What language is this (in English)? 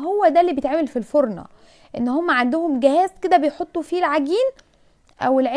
Egyptian Arabic